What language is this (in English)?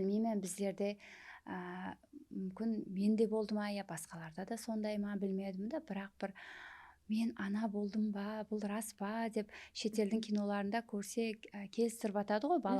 Kara-Kalpak